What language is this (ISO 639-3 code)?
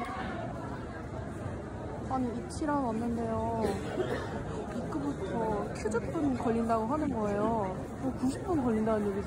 kor